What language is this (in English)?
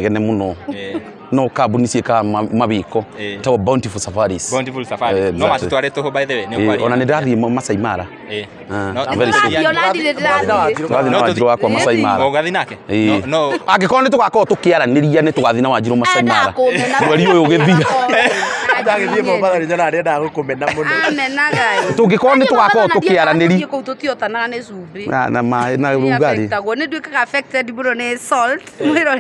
Kikuyu